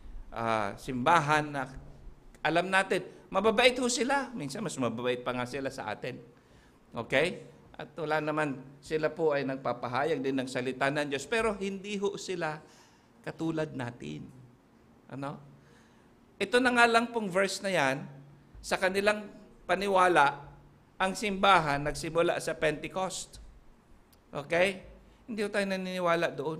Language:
Filipino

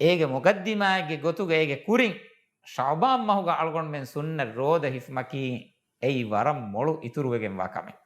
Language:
Divehi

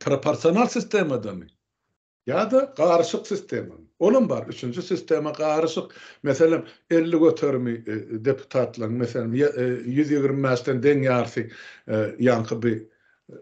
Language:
Turkmen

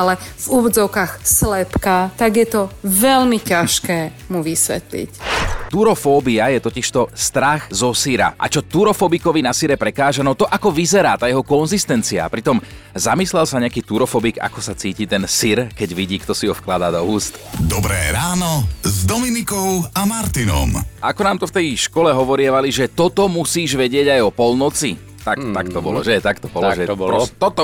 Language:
Slovak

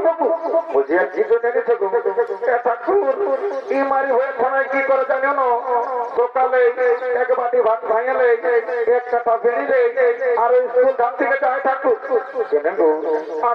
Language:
Bangla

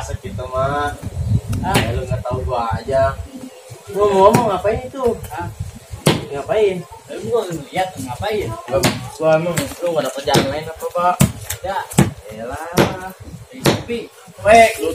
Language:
Betawi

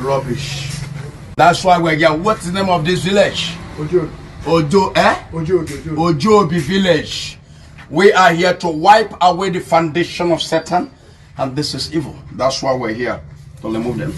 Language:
Nigerian Pidgin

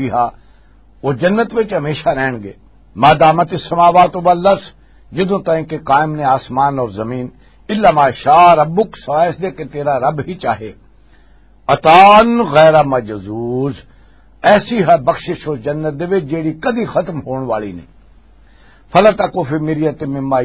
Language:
Western Panjabi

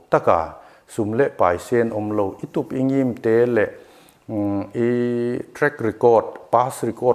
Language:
Paite Chin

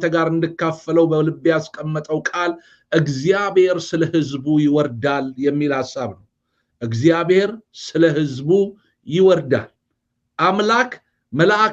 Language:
Amharic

